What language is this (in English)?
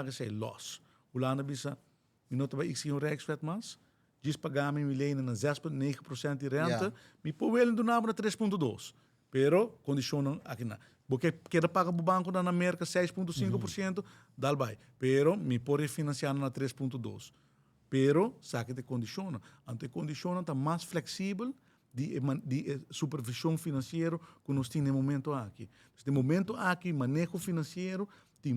Papiamento